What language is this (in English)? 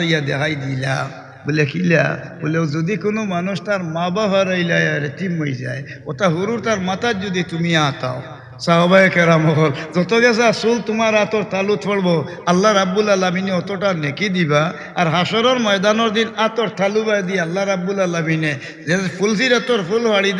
Sylheti